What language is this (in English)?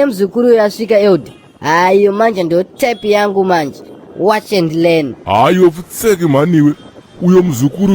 Shona